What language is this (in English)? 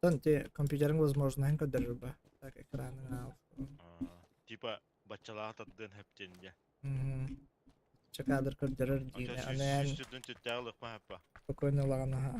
Yakut